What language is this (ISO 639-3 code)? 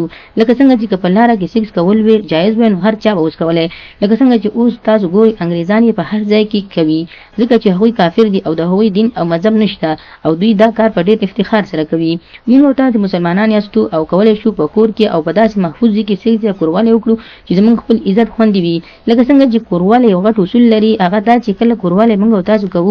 pus